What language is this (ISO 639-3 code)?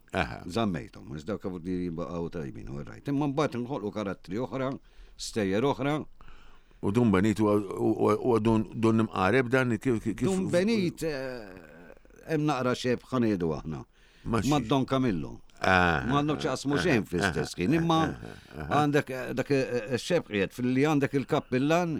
mlt